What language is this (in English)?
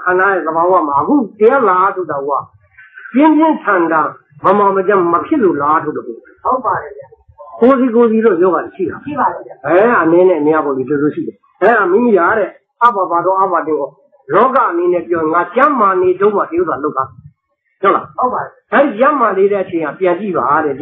Burmese